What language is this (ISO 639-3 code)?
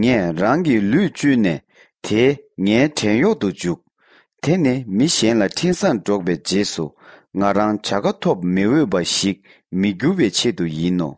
bod